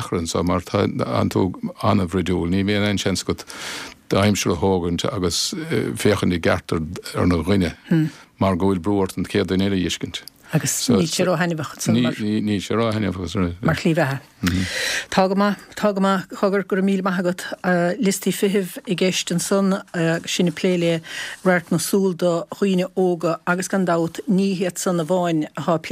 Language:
Irish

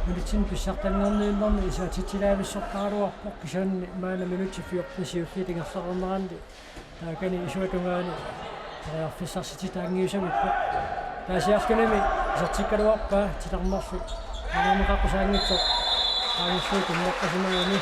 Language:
Kalaallisut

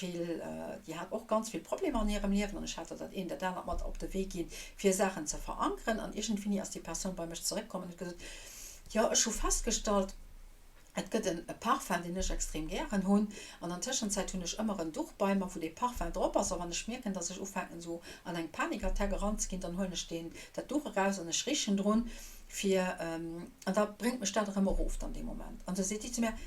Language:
Luxembourgish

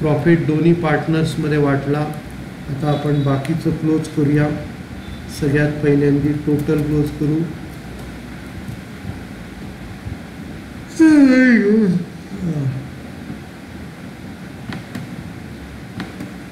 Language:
Marathi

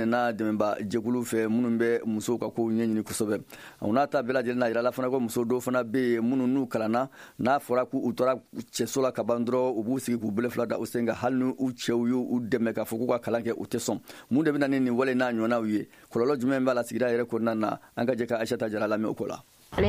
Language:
Bambara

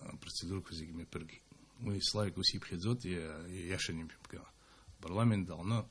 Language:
Abkhazian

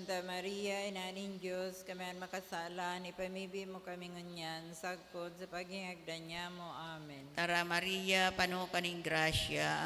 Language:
Bikol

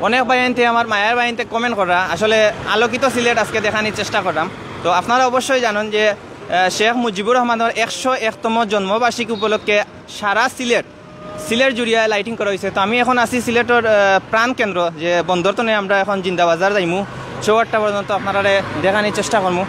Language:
Sylheti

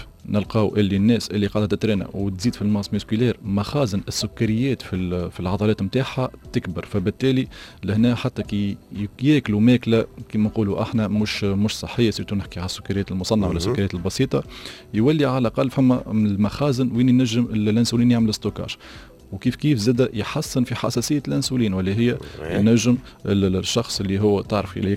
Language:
Tunisian Arabic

